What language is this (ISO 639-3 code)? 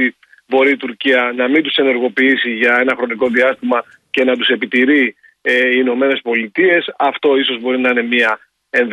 ell